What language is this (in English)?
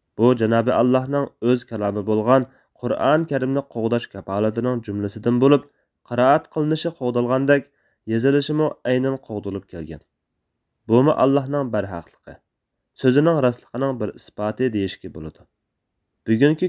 Uyghur